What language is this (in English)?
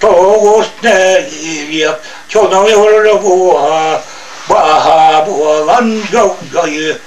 Yakut